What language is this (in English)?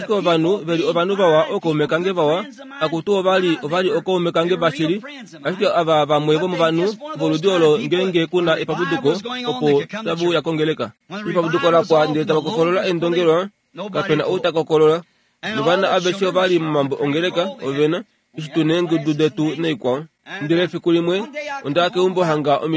Kuanyama